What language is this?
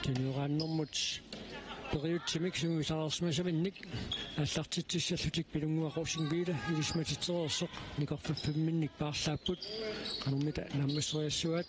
Kalaallisut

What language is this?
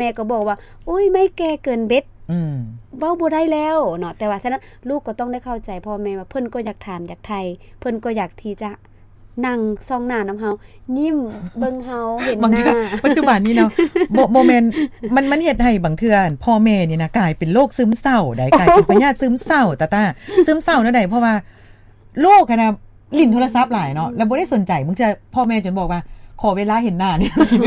Lao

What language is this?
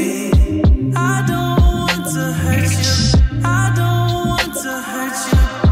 English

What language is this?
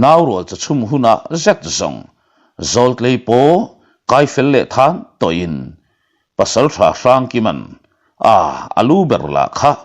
Mizo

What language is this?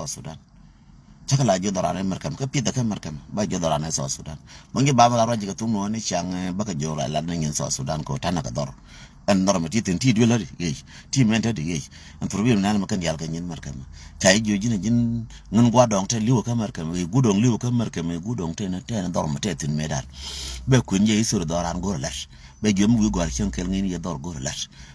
Nuer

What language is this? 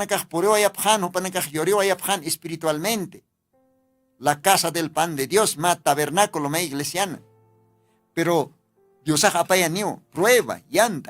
Aymara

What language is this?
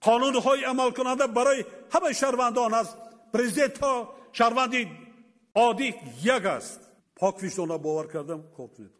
Tajik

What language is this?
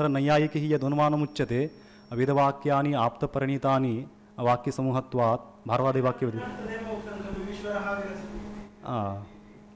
Sanskrit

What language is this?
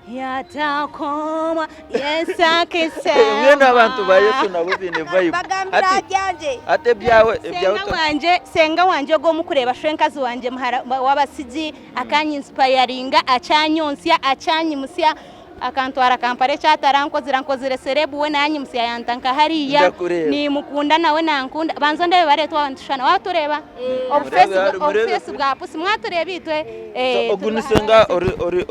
Nyankole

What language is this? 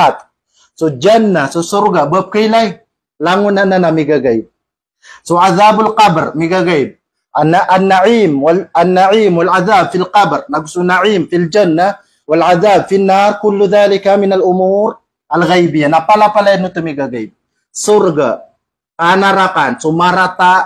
Maranao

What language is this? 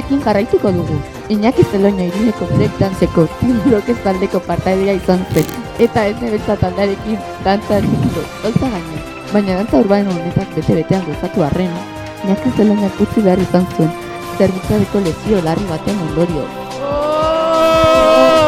Basque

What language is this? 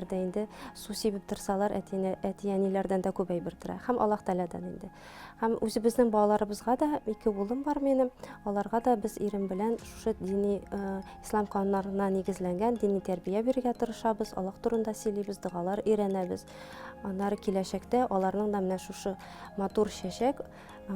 Tatar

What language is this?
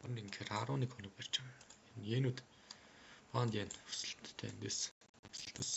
Mongolian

